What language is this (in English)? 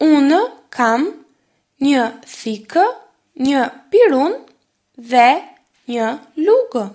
Albanian